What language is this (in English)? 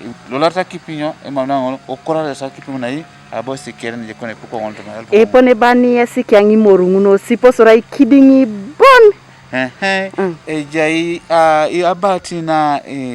Teso